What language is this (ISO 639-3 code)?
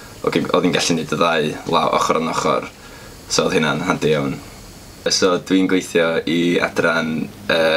cym